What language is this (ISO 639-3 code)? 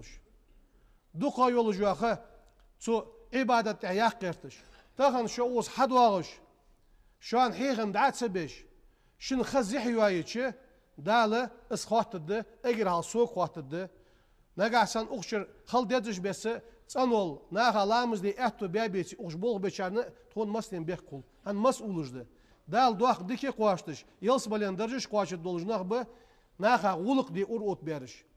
inh